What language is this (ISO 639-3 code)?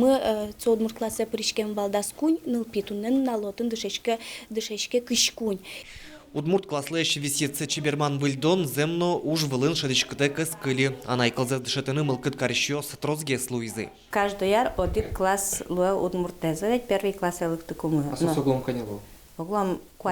udm